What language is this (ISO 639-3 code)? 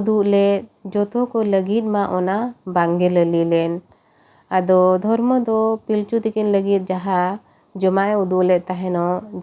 sat